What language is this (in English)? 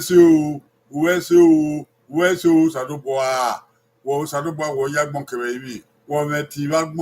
Bini